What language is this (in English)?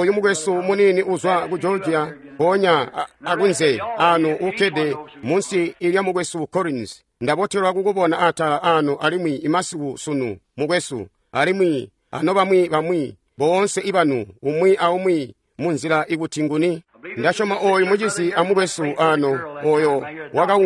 Tonga (Zambia)